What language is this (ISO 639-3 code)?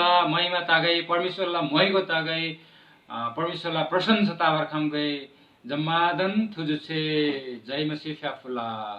taj